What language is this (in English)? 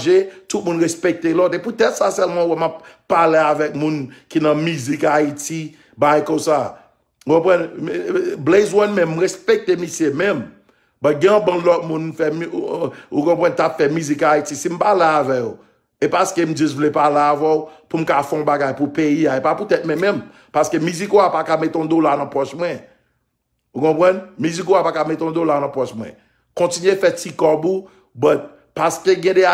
Haitian Creole